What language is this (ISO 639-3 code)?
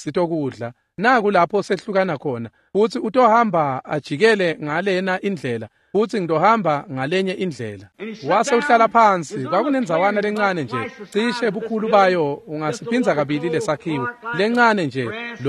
ssw